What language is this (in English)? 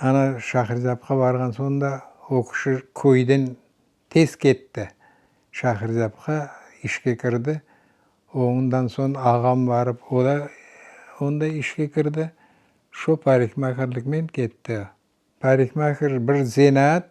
Crimean Tatar